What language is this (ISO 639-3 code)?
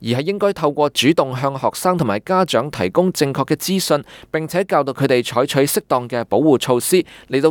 yue